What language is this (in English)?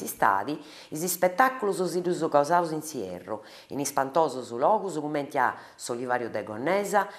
Sardinian